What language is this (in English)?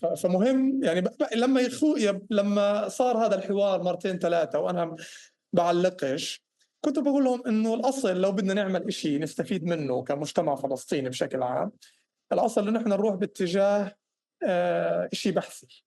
North Levantine Arabic